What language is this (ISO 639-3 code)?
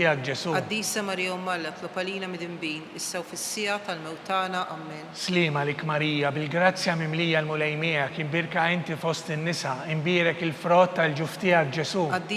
mlt